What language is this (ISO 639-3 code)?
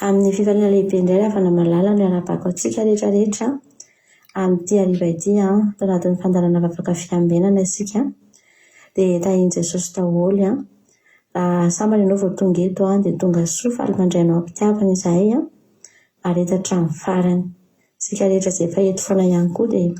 mlg